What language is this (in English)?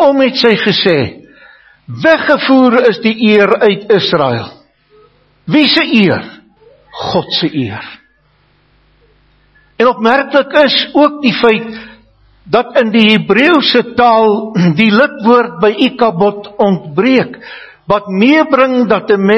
Afrikaans